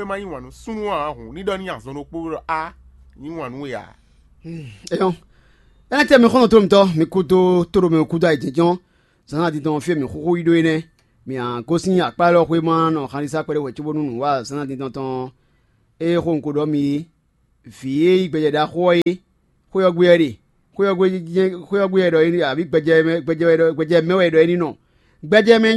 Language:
Fon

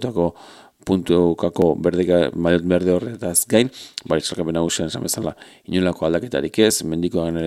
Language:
Basque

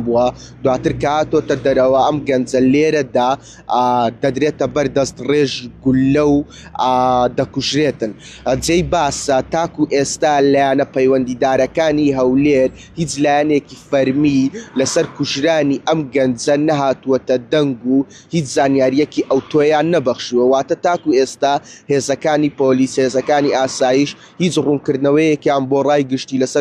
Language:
Central Kurdish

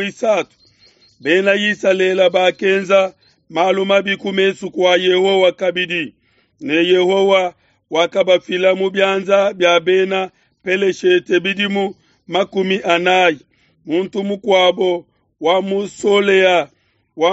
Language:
Luba-Lulua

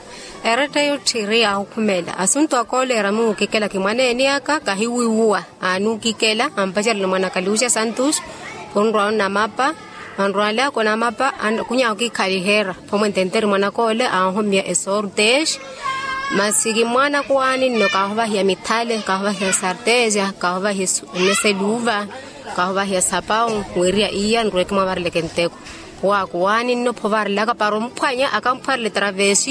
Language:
Makhuwa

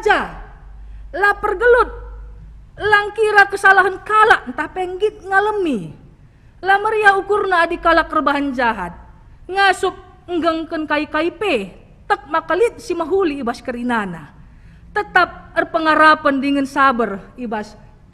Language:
Batak Karo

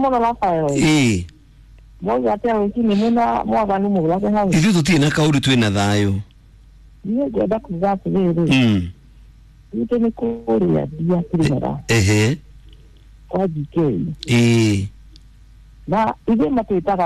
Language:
Kikuyu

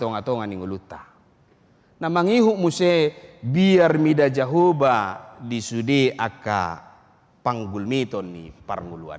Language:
Batak Toba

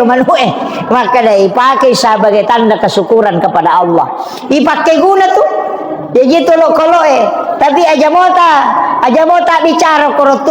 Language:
Buginese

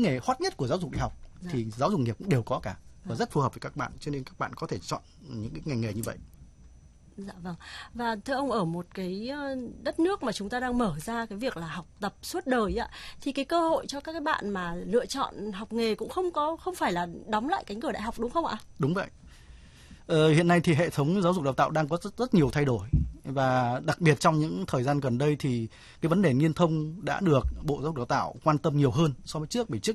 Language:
Vietnamese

